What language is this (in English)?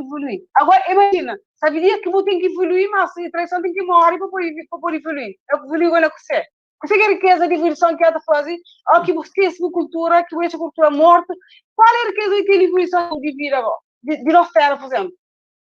Kabuverdianu